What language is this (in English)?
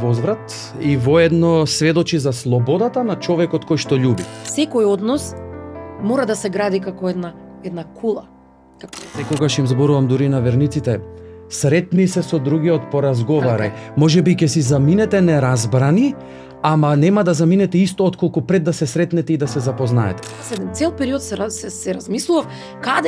Macedonian